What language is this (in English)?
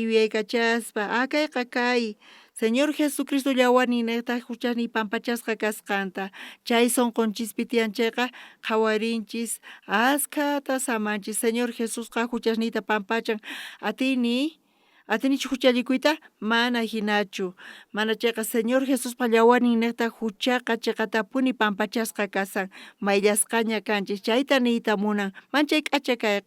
South Bolivian Quechua